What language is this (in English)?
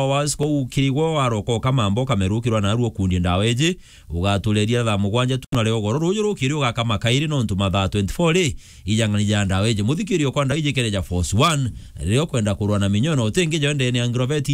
Meru